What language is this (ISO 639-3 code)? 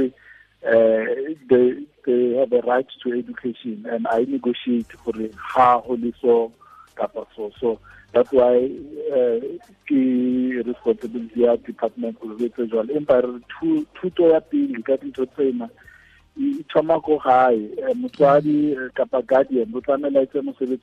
tsn